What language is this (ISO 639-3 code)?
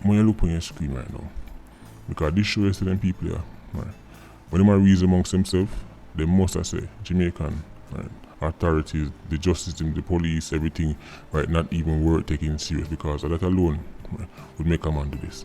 jam